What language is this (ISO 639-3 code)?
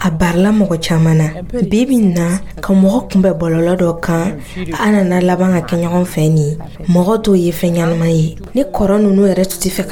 dyu